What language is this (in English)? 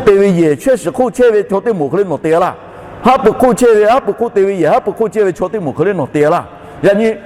Lahu